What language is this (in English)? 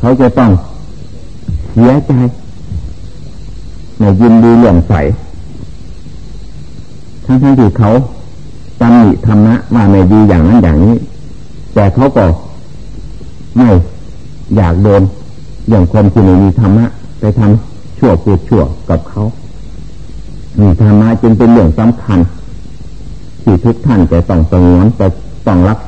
Thai